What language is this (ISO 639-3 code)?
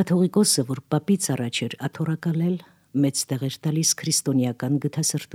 hye